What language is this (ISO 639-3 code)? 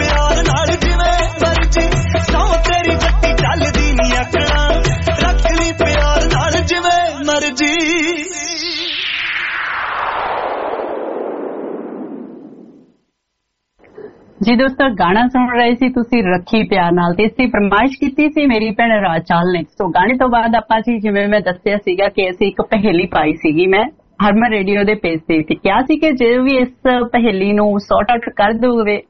pan